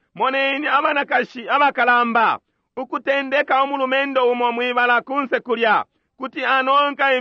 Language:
Bemba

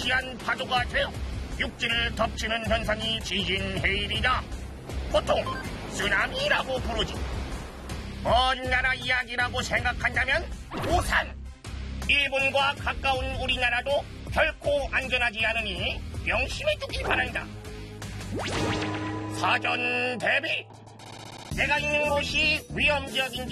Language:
Korean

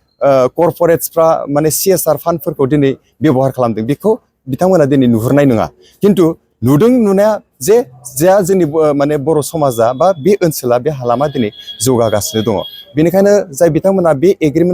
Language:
Bodo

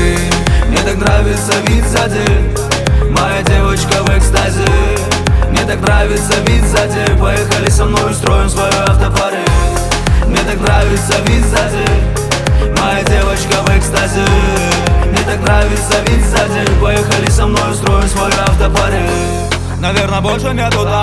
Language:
Russian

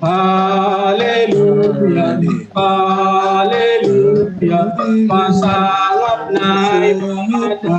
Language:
Batak Simalungun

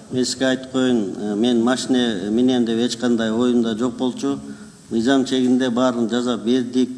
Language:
Kyrgyz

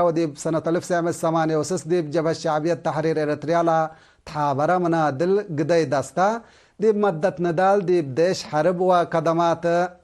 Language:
Tigre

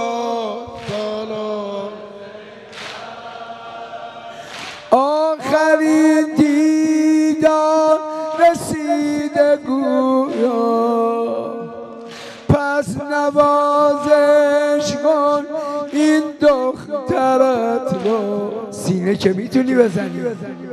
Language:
Persian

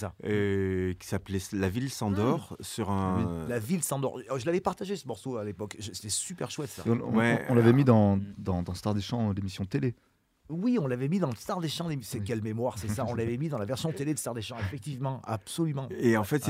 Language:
French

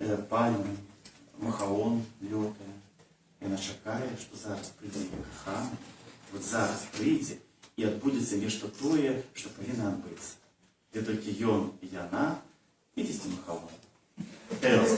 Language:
Belarusian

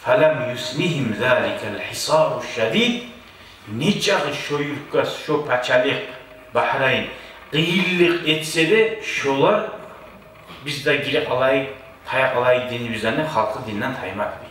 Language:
Kumyk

